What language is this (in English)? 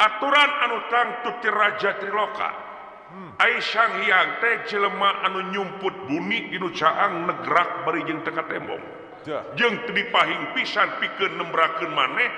Sundanese